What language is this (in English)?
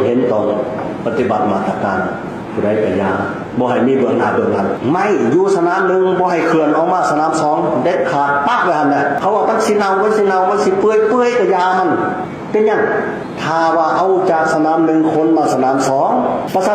Lao